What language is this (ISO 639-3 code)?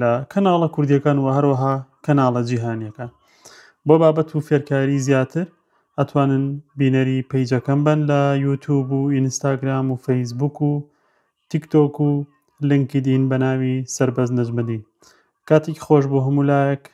ckb